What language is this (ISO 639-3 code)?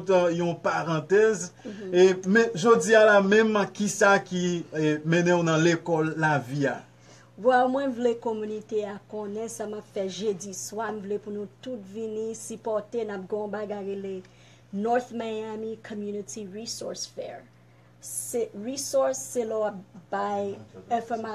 hat